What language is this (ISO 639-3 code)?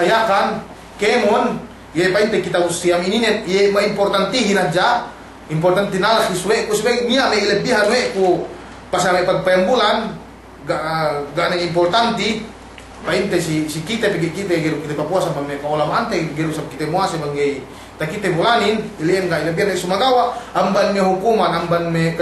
yka